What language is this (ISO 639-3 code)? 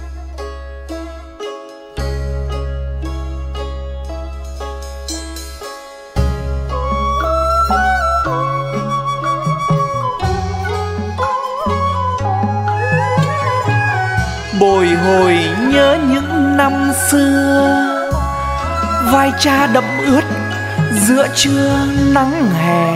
vie